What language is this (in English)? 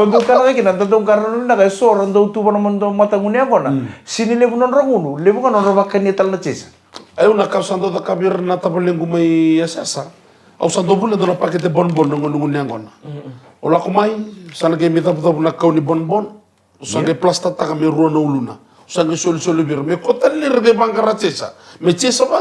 Fijian